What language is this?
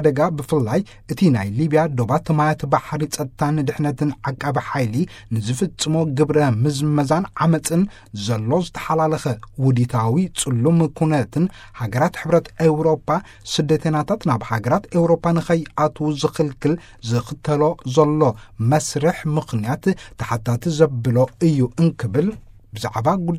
Tigrinya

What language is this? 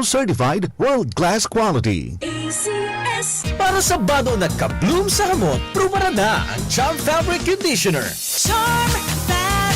Bikol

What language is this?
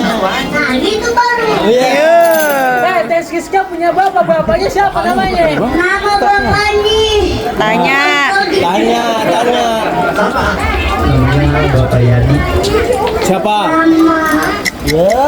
Betawi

